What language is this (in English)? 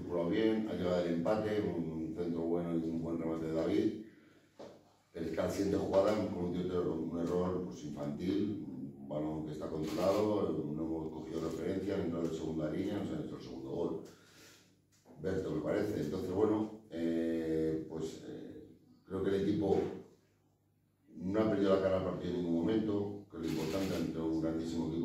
Spanish